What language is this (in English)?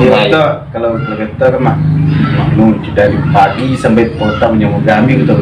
Minangkabau